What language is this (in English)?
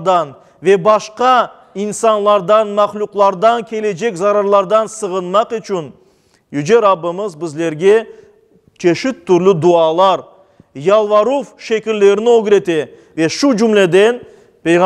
Crimean Tatar